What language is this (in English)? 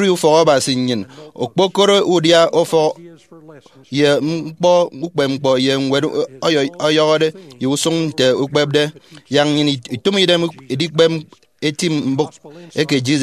Efik